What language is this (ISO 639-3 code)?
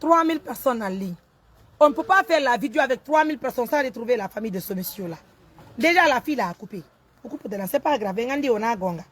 fuf